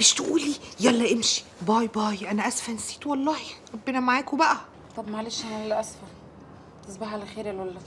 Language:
Egyptian Arabic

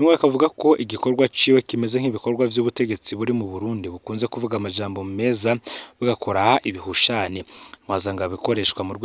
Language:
Rundi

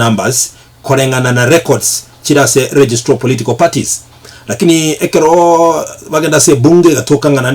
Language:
Gusii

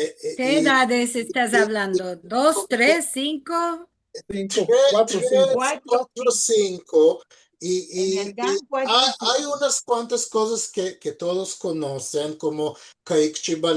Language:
Ladino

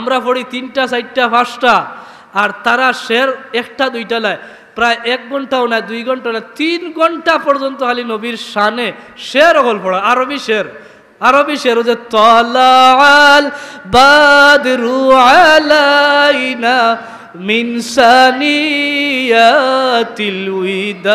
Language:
Sylheti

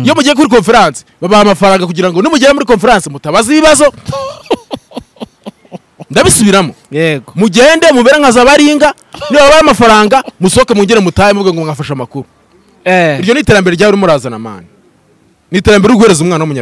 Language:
Kinyarwanda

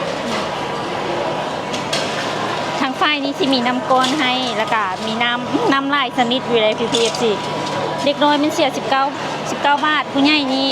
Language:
Lao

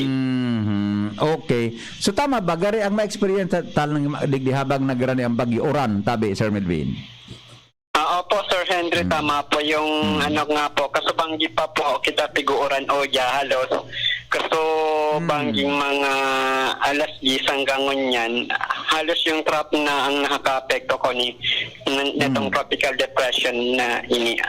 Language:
Bikol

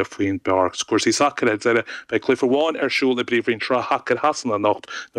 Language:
Irish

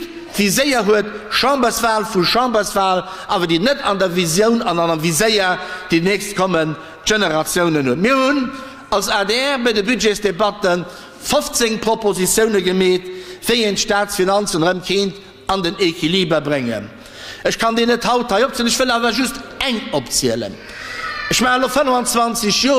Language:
Luxembourgish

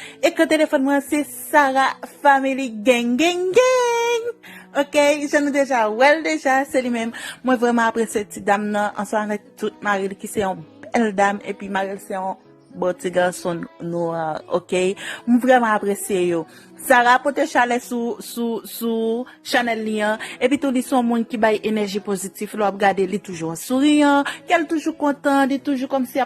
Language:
Haitian Creole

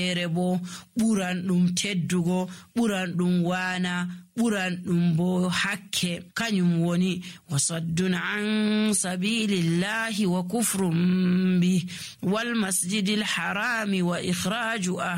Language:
Nigerian Fulfulde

